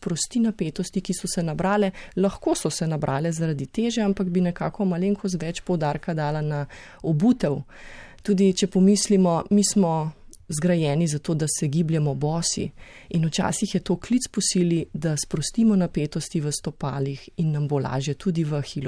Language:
Slovenian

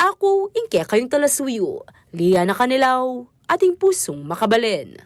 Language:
Pampanga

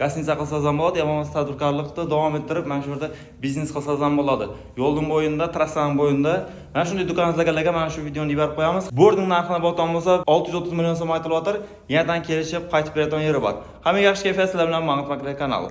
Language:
Uzbek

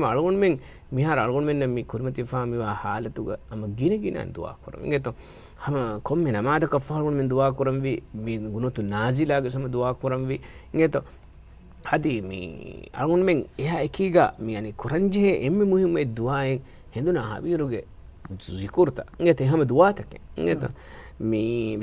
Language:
Divehi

